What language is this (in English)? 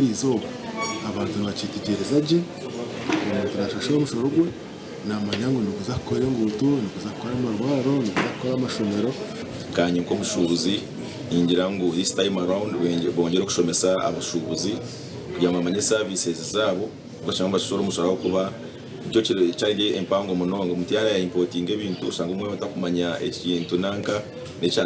Nyankole